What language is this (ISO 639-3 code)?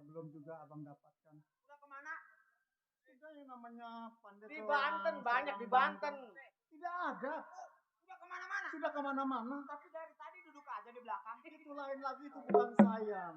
bew